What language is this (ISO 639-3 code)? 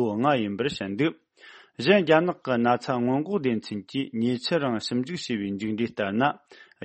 bod